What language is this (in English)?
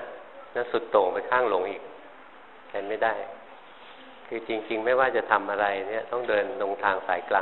Thai